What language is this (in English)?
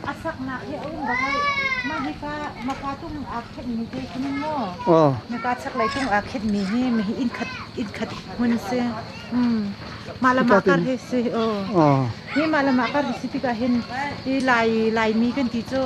Hakha Chin